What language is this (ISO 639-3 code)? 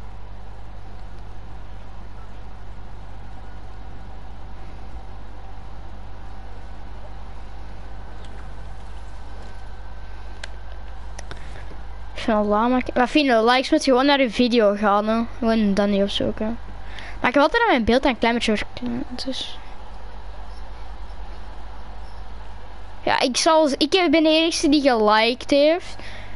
nld